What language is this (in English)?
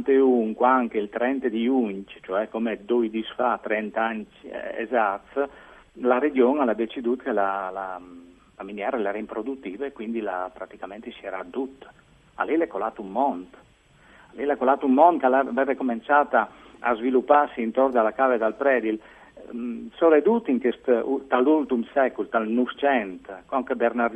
Friulian